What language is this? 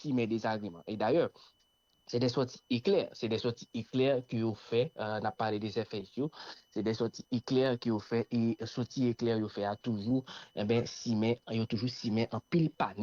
Haitian Creole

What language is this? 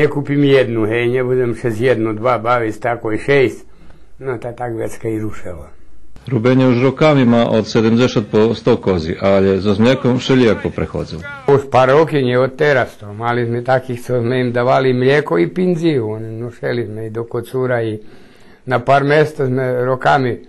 Rusyn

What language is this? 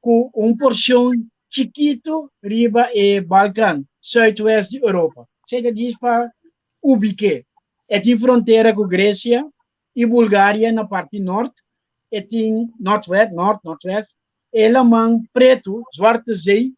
Papiamento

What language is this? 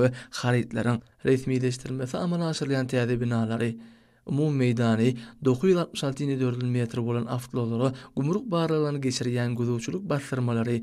Turkmen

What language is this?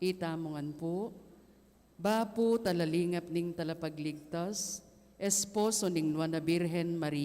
Pampanga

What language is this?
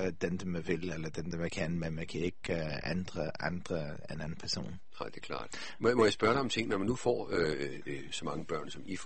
Danish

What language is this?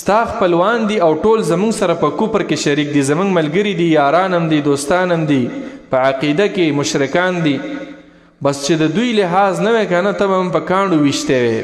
Pashto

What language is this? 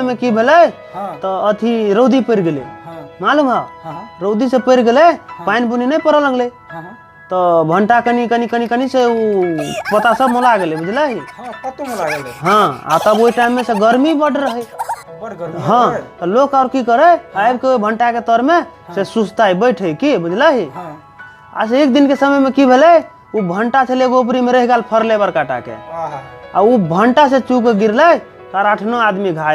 Maithili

